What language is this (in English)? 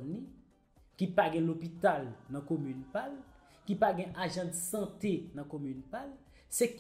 Haitian Creole